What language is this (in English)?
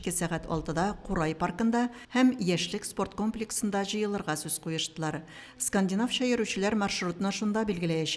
Tatar